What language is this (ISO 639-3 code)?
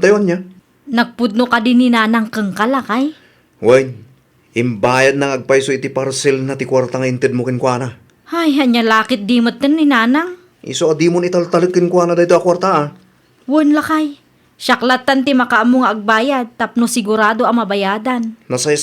ilo